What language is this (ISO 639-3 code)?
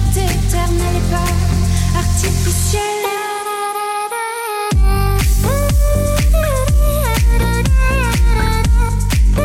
fra